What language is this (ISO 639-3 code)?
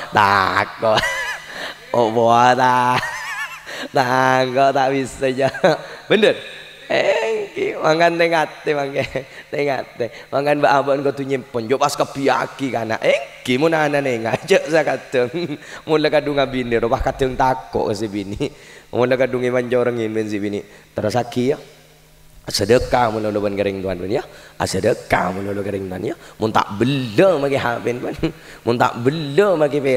mad